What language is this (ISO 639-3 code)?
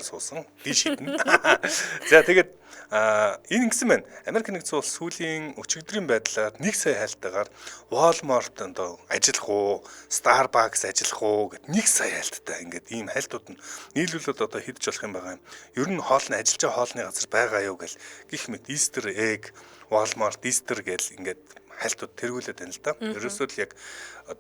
mon